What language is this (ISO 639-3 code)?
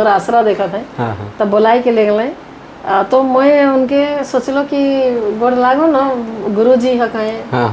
sck